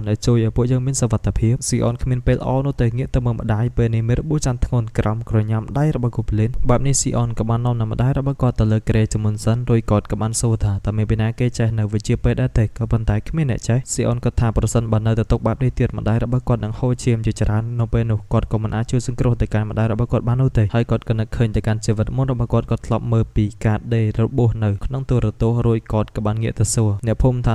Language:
Khmer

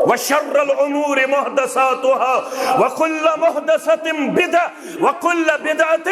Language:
Kashmiri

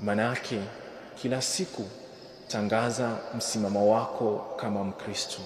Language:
Swahili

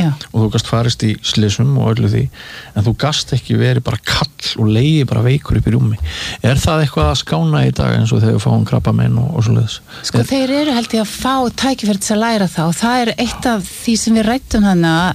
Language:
Icelandic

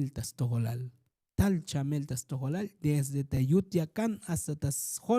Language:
Tzotzil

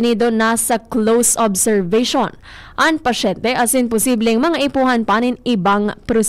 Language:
Bikol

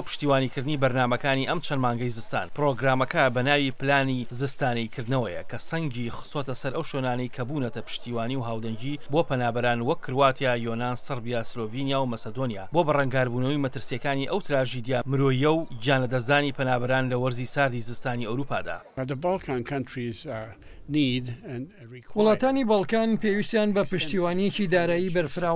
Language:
Central Kurdish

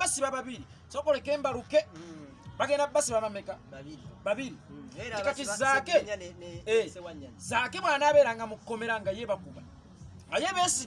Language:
Ganda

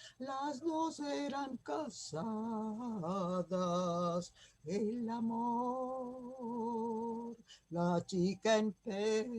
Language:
Ladino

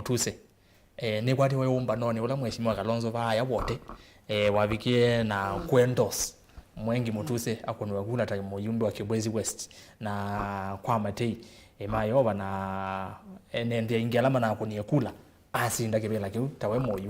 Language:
Kamba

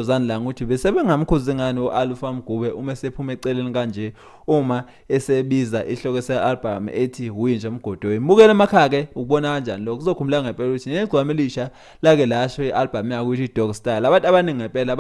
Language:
Zulu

